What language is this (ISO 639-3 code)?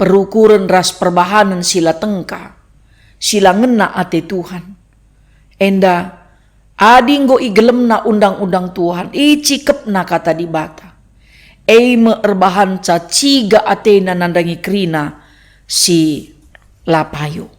btx